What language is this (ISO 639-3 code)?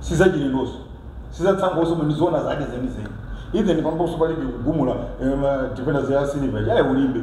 nya